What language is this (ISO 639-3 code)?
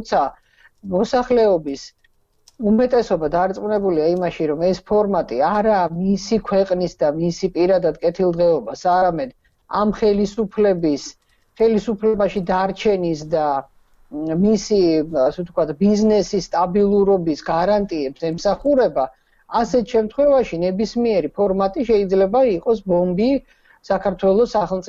kat